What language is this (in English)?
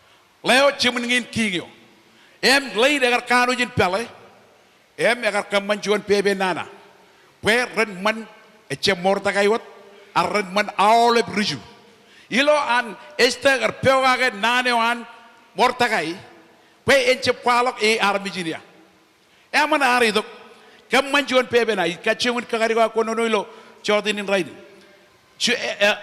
Marshallese